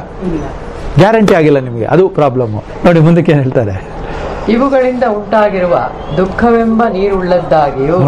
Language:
Kannada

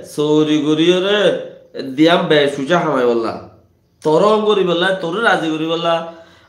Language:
Rohingya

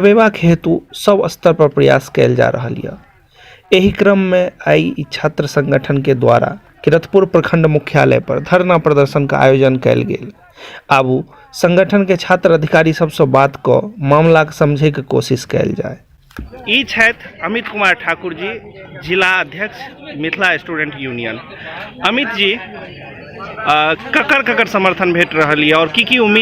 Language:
Maithili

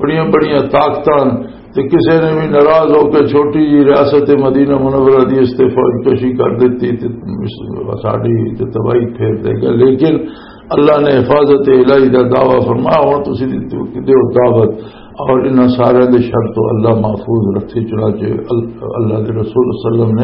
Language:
Western Panjabi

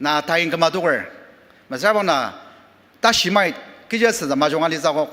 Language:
Ao Naga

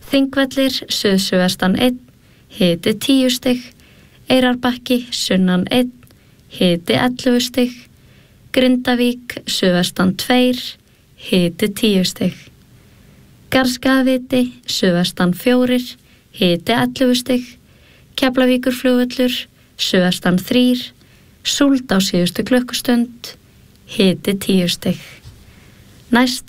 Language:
Icelandic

